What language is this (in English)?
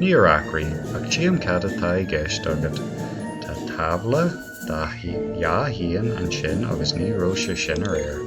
Irish